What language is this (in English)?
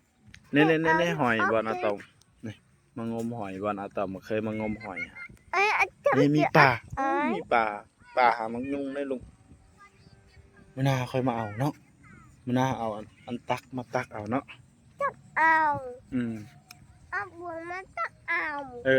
Lao